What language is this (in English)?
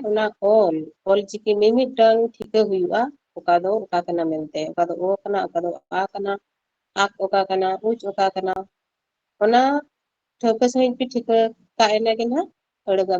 Santali